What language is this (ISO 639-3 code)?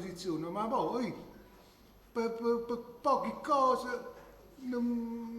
nap